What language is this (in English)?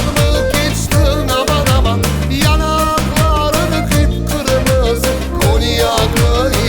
Crimean Tatar